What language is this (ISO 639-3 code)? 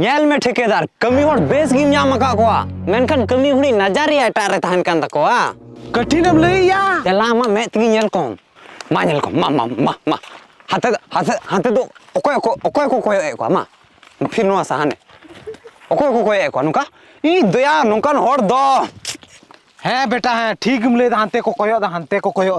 sat